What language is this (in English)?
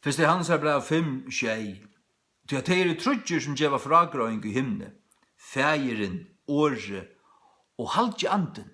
Faroese